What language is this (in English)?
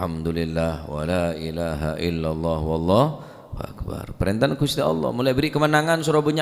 Madurese